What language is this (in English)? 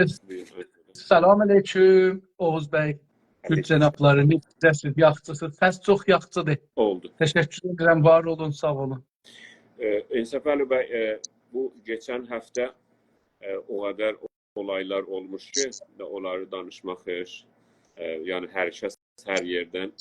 South Azerbaijani